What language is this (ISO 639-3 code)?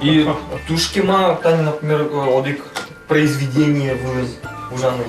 udm